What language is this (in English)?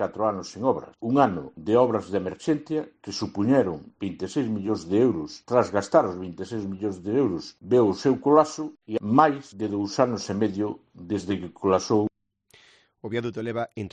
Galician